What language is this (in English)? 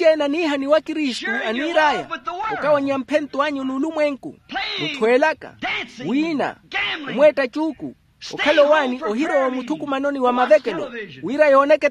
Makhuwa